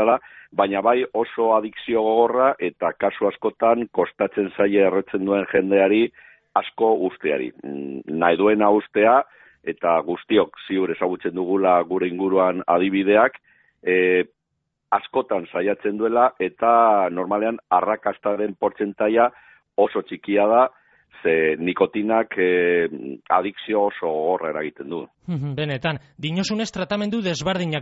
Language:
Basque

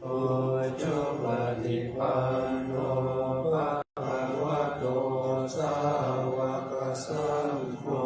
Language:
Pali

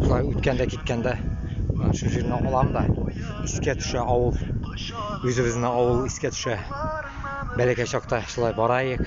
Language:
Bashkir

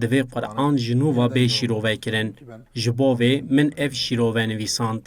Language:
Kurdish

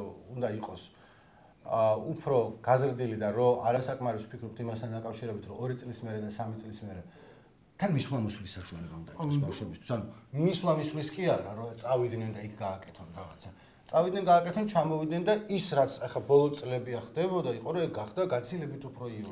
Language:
Georgian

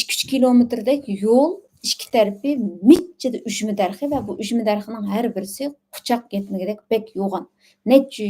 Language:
Uyghur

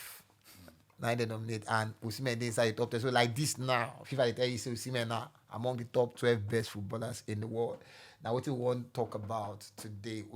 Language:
Nigerian Pidgin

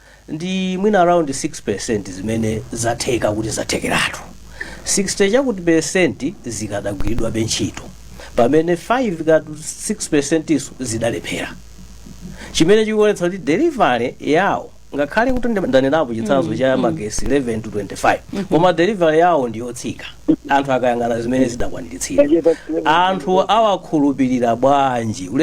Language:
Nyanja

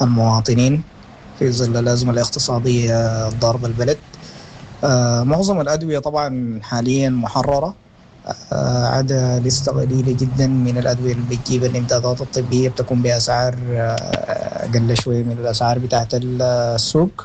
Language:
Sudanese Arabic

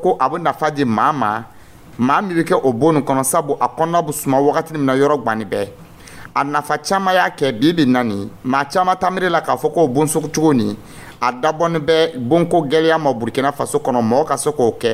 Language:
Dyula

